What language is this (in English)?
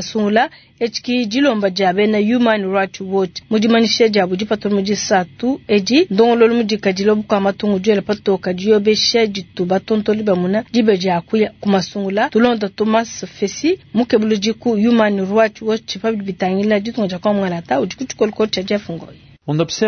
Luba-Lulua